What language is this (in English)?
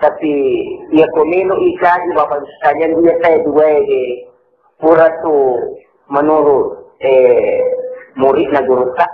Buginese